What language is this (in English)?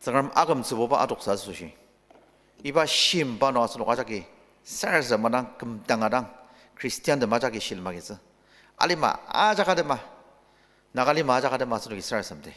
Ao Naga